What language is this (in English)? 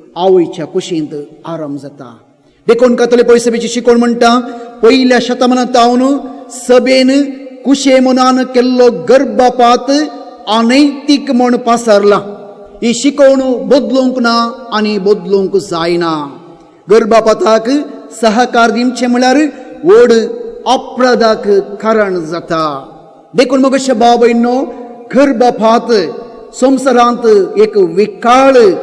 Konkani